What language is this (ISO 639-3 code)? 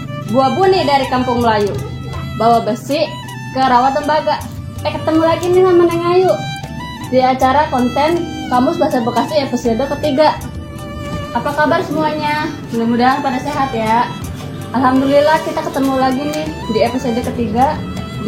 bew